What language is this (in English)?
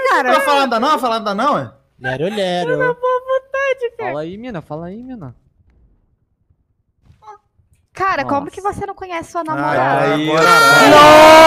Portuguese